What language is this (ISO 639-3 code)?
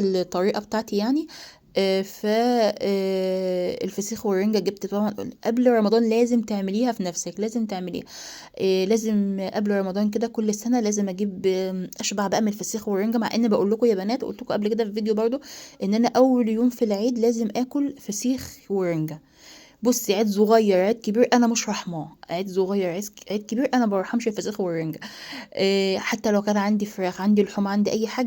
arz